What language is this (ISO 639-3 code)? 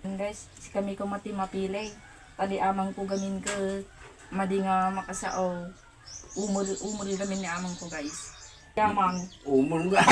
ilo